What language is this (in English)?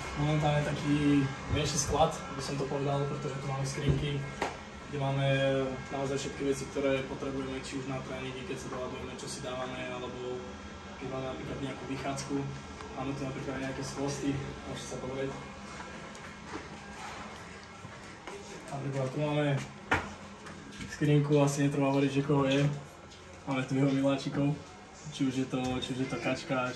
Slovak